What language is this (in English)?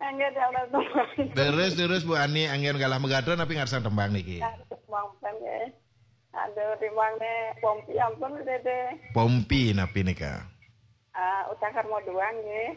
Balinese